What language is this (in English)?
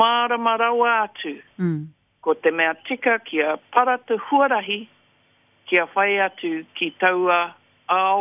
Māori